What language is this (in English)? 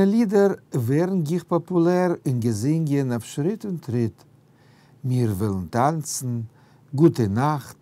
Yiddish